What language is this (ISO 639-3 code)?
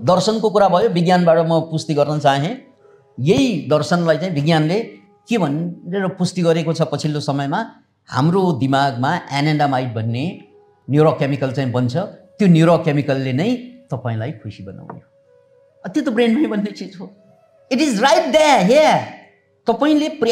nep